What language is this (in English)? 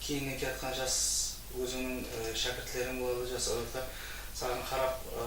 Kara-Kalpak